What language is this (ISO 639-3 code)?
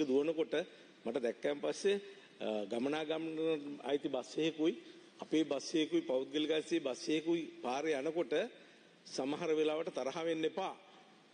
sin